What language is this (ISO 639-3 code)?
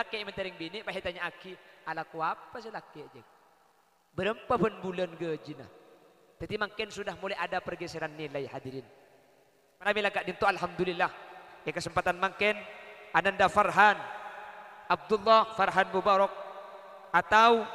mad